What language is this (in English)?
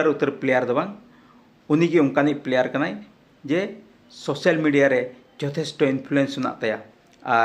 Santali